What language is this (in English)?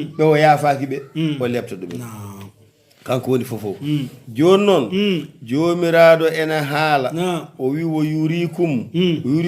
Fula